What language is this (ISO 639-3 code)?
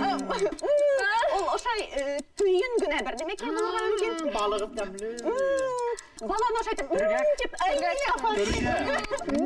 bak